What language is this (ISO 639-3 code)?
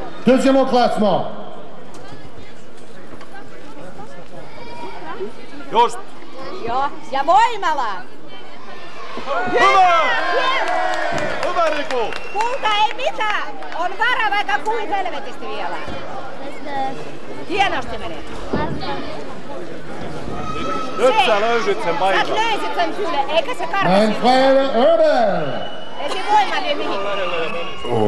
fin